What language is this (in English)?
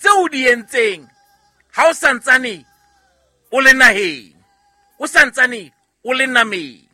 Southern Sotho